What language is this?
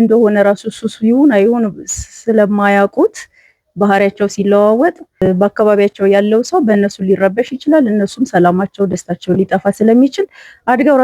Amharic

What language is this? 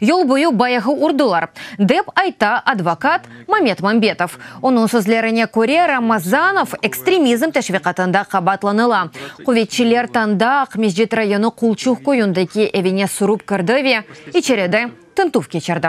Crimean Tatar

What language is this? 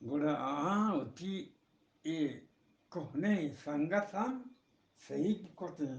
Eastern Balochi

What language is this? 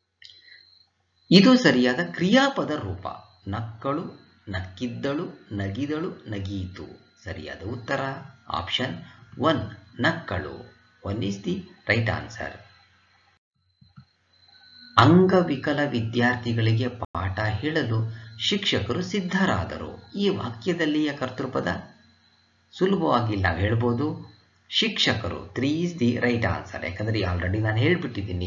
Kannada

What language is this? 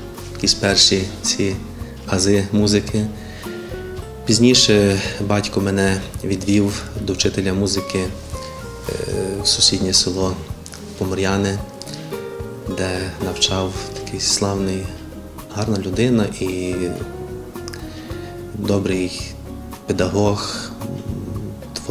Ukrainian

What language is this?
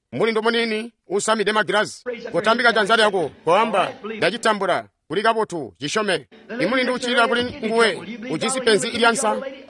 Tonga (Zambia)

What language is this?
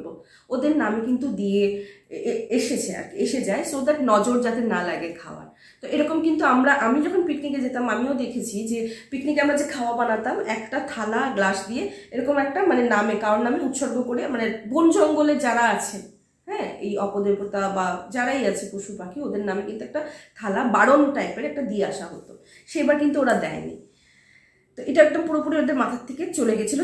Bangla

